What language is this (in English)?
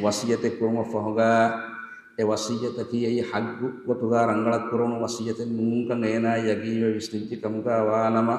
Divehi